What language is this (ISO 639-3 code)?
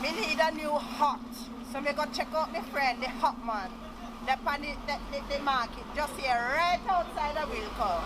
jam